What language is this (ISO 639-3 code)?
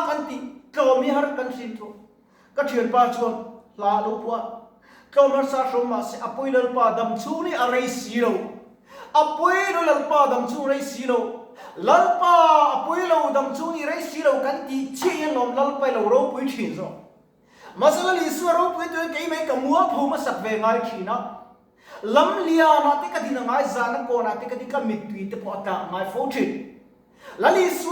lus